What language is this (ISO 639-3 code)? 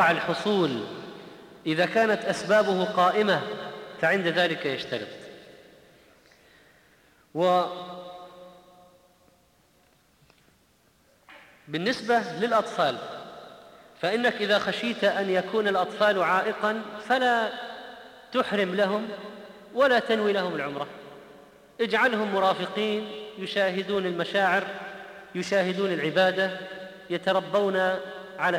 ara